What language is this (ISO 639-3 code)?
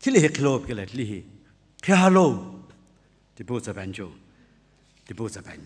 nsm